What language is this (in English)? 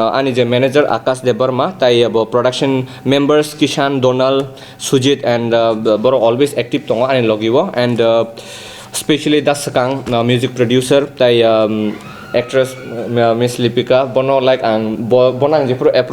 Kok Borok